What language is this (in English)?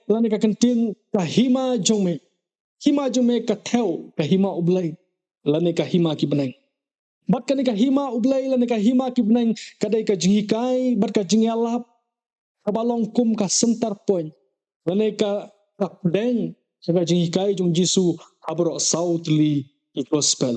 Khasi